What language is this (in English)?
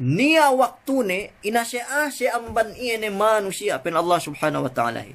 Yakan